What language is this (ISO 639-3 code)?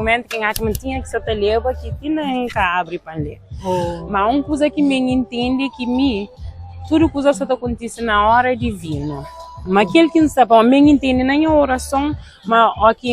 kea